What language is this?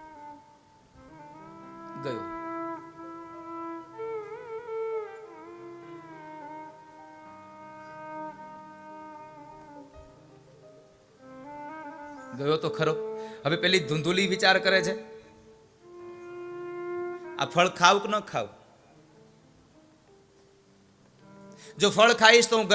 Gujarati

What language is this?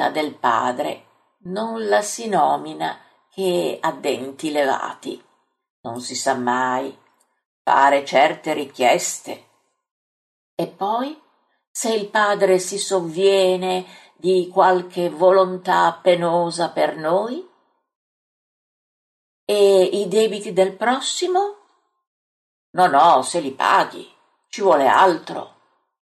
Italian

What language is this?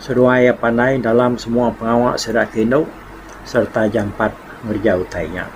Iban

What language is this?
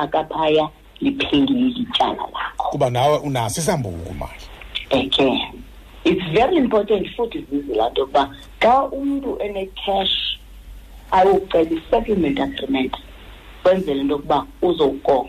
Xhosa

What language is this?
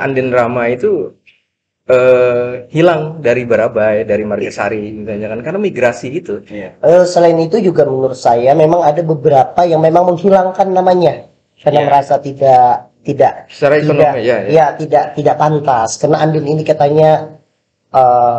Indonesian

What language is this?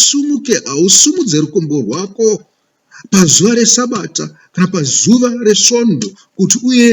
Shona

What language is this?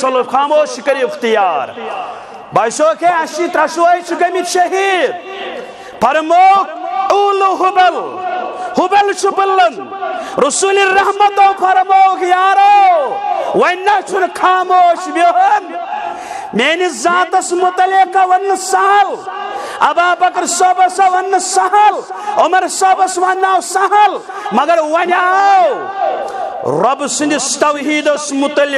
Kashmiri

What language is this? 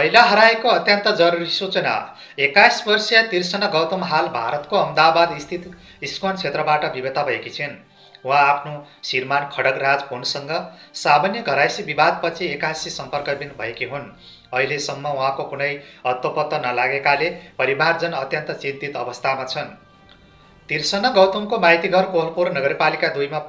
Nepali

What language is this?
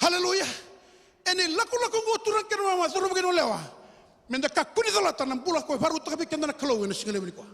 Fijian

